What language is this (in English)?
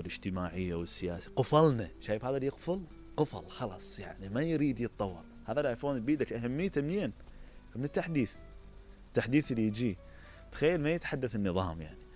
Mesopotamian Arabic